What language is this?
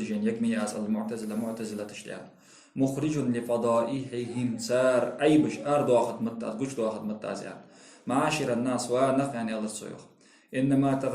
Ingush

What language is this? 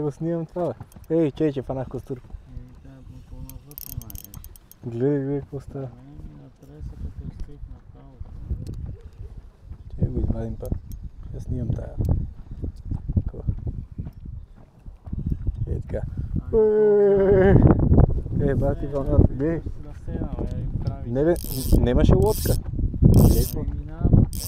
Bulgarian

